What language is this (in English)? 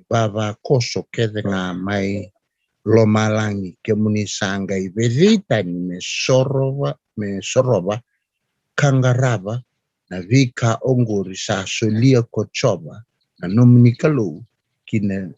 Fijian